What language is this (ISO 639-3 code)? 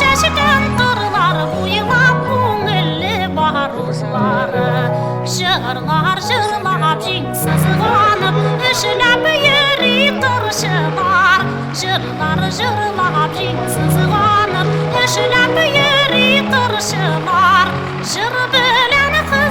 bak